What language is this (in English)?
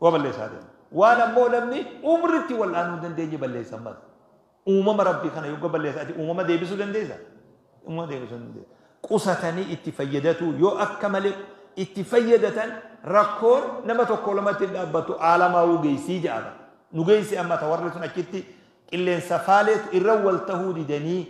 Oromo